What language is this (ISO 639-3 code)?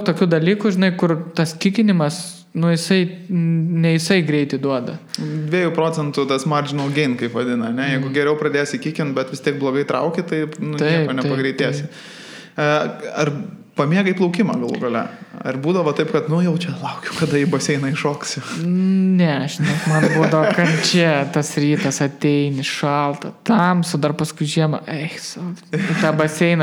lit